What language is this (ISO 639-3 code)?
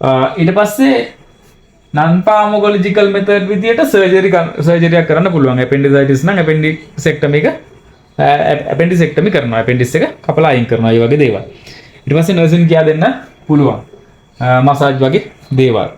sin